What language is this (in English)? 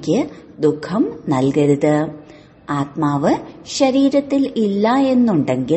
Malayalam